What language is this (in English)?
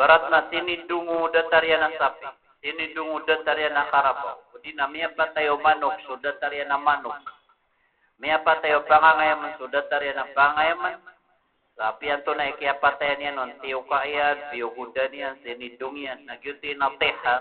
Maranao